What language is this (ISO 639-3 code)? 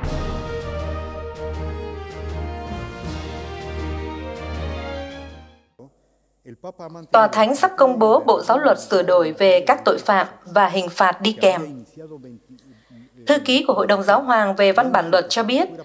vie